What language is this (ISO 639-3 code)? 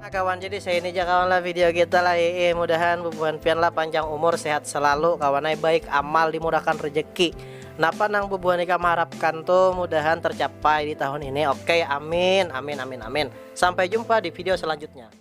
bjn